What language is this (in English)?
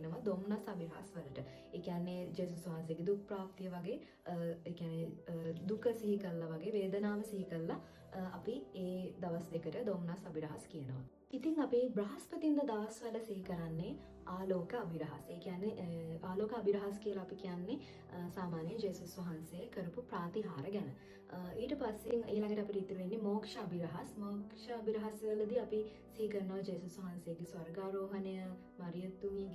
Sinhala